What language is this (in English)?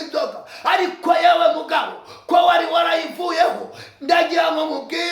Kinyarwanda